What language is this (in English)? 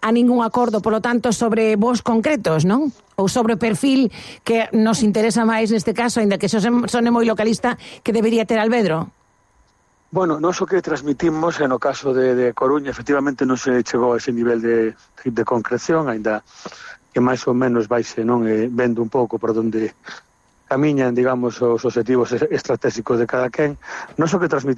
Galician